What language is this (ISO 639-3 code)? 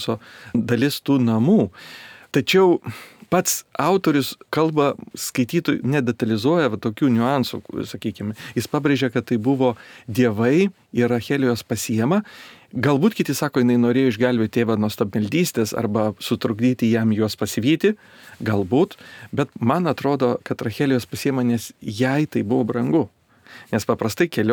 lit